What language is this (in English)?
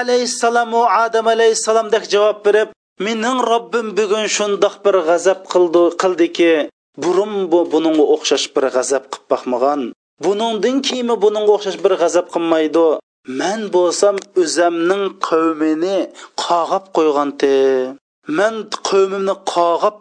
Uyghur